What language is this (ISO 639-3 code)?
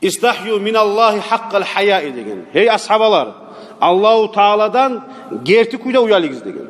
kum